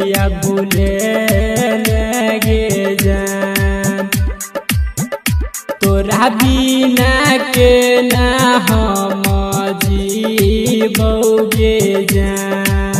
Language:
Bhojpuri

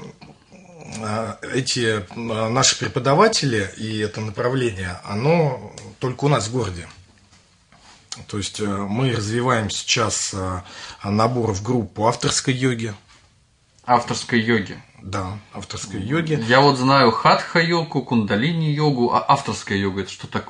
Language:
Russian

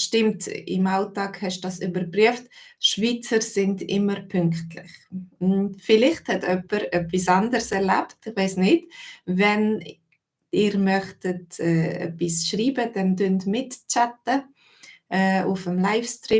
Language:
Swiss German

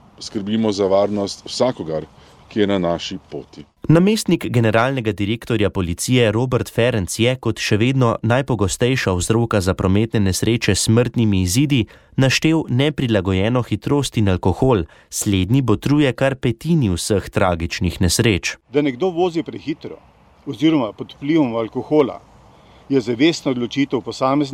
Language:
Slovenian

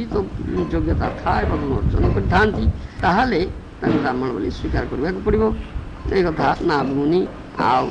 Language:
Odia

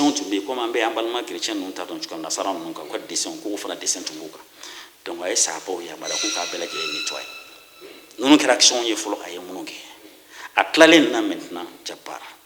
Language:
Bambara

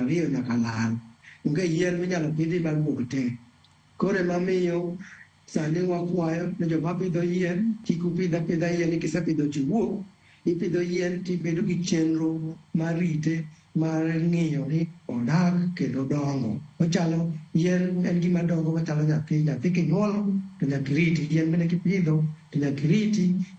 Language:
Luo (Kenya and Tanzania)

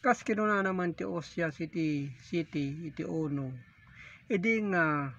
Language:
Iloko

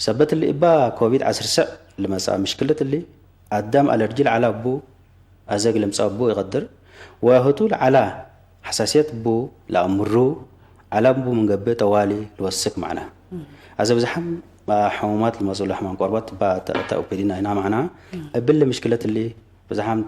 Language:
Tigre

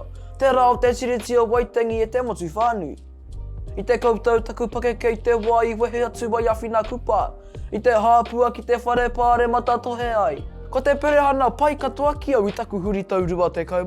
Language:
Māori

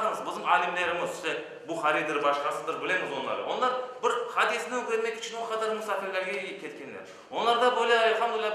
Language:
Crimean Tatar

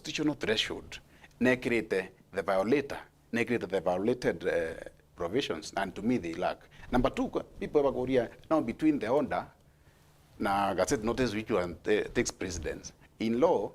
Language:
Meru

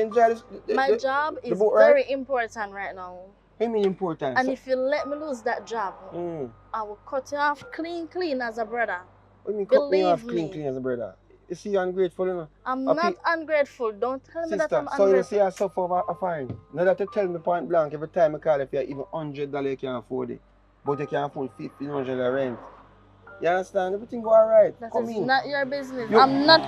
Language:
Jamaican Creole English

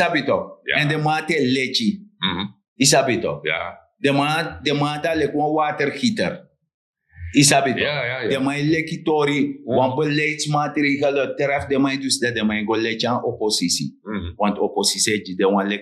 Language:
Sranan Tongo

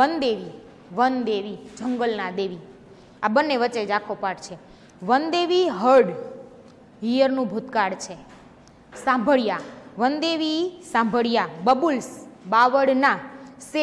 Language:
Gujarati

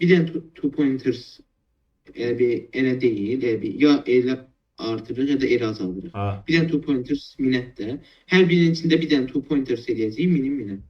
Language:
Azerbaijani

